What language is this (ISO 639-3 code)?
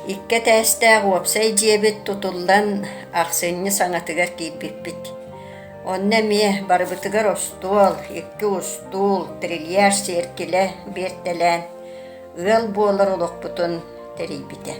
sah